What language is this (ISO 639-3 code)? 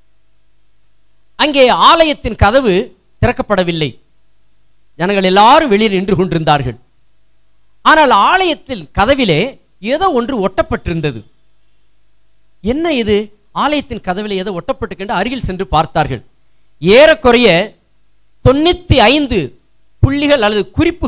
tam